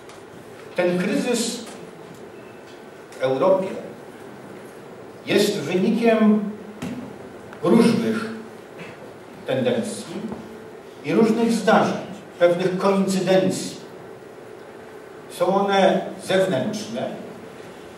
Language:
Polish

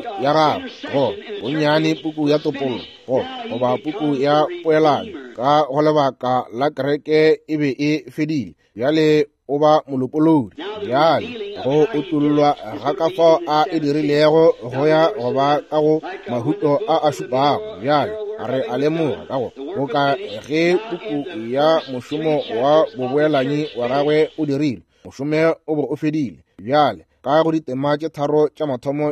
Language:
Northern Sotho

